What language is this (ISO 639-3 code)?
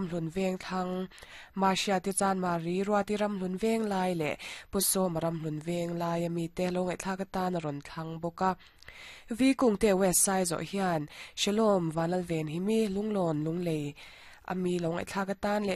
lus